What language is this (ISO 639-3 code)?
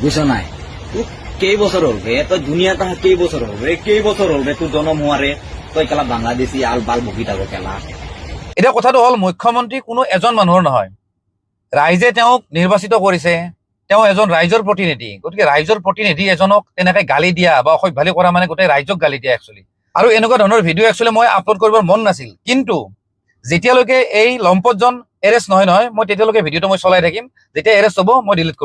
asm